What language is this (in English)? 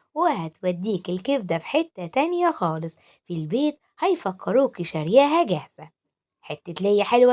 Egyptian Arabic